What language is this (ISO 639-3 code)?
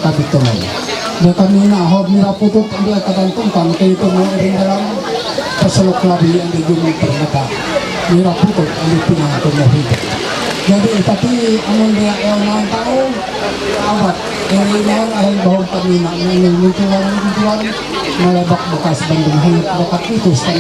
mhy